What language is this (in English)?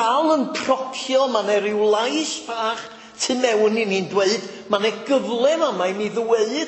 Welsh